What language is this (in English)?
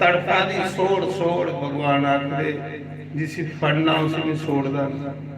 Dogri